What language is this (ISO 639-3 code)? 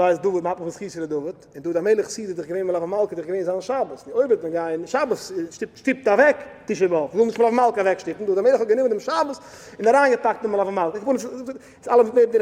yid